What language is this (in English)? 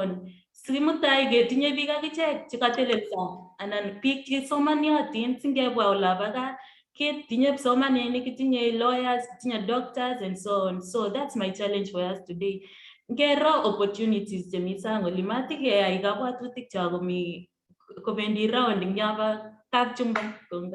Kalenjin